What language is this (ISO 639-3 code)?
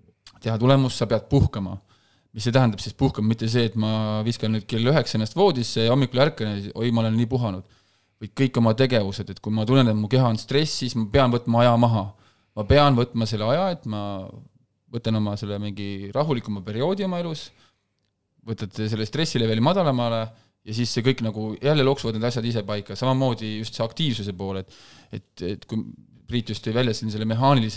est